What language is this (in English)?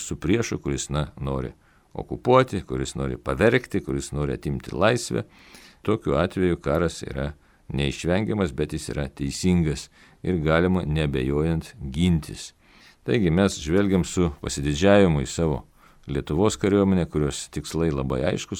Lithuanian